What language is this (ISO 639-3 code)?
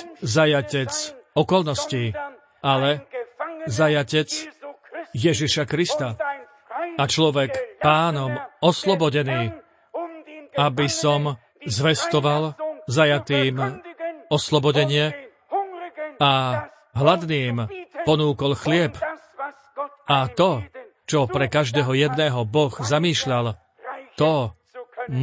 slk